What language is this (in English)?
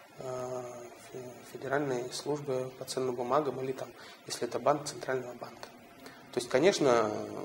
Russian